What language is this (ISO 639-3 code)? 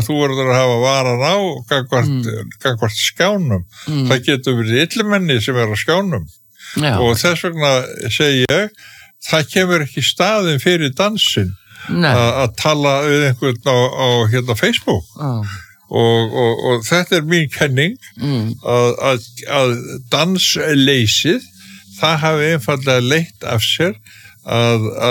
isl